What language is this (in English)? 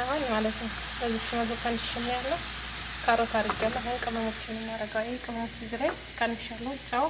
Amharic